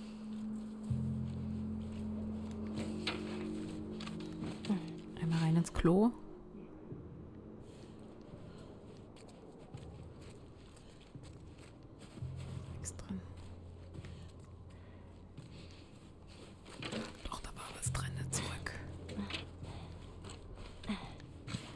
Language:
German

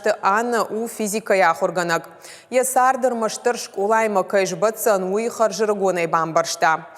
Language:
Ossetic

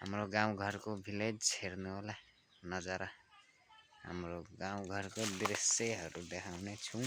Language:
Nepali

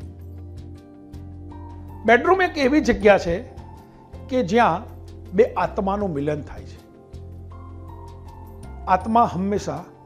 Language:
Gujarati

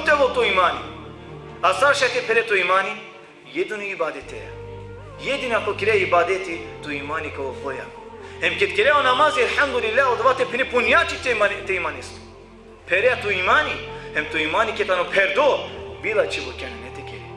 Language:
Balkan Romani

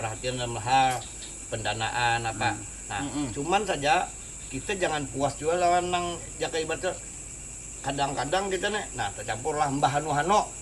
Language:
Banjar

